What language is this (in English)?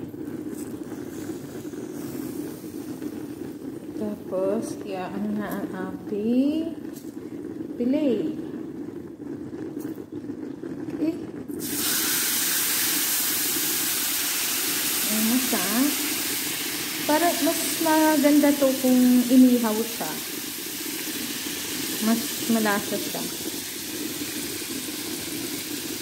Filipino